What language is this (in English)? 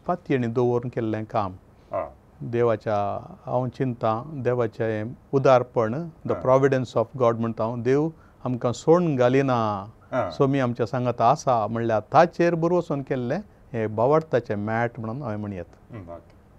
Konkani